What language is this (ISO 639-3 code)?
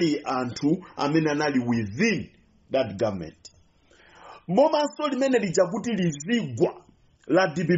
nya